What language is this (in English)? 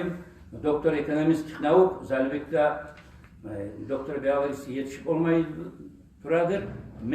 Kumyk